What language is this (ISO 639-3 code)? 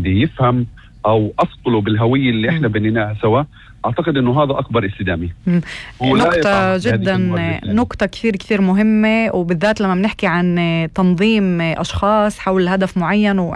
apc